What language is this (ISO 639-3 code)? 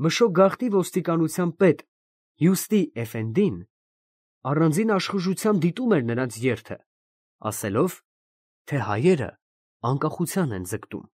hye